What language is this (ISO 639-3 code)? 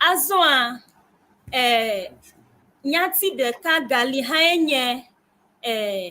ewe